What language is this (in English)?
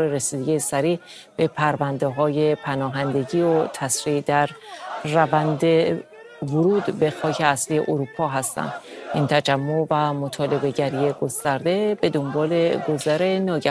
Persian